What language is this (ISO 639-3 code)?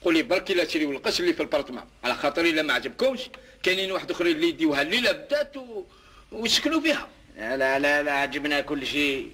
arq